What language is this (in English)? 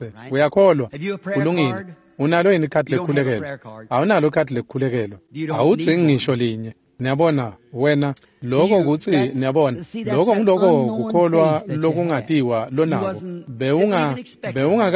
Swati